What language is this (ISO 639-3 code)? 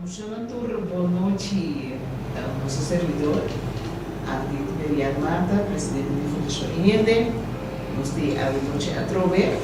pap